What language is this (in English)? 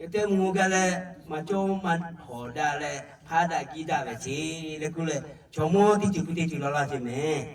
Lahu